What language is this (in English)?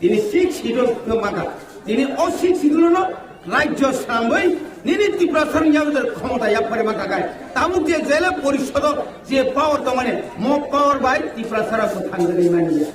Kok Borok